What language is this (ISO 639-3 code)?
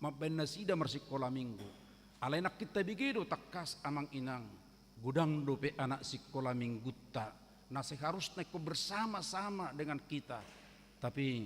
bbc